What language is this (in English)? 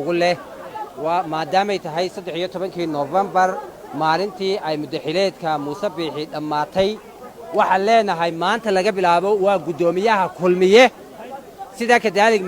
Somali